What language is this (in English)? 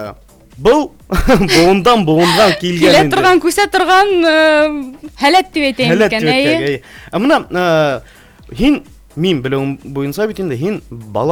Bashkir